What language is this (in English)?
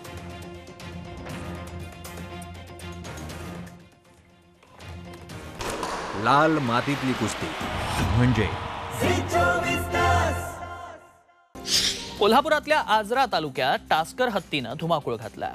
Marathi